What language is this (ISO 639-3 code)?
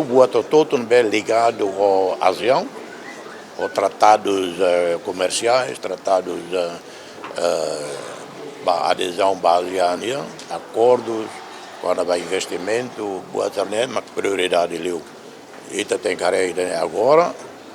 tet